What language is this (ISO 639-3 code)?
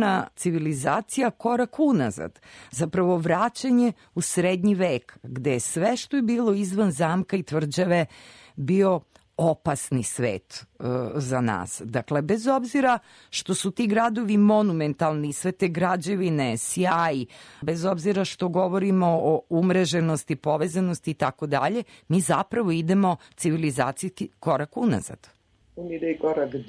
srp